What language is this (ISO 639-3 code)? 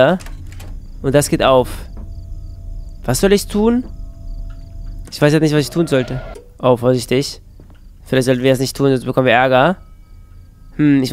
deu